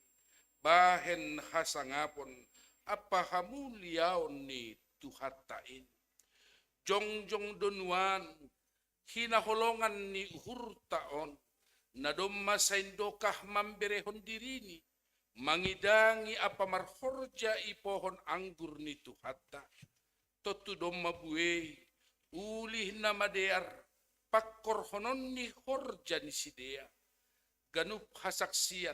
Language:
Batak Simalungun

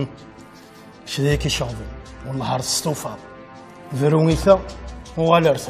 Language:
Kabyle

